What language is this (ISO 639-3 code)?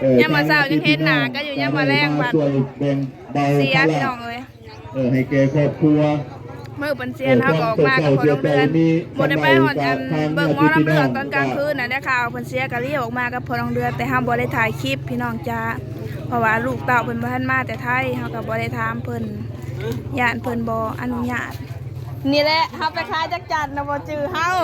lao